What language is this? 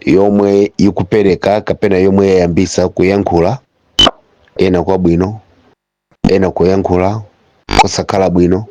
Nyanja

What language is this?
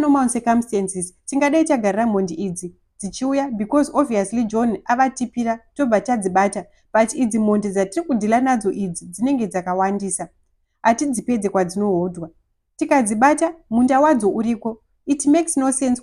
Shona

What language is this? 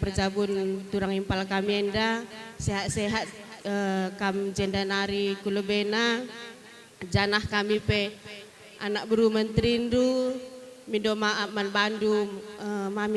Batak Karo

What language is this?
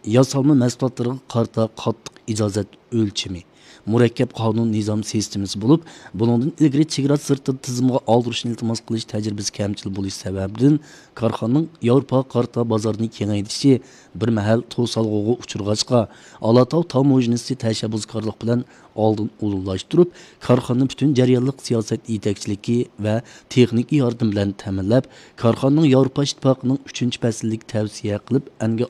Uyghur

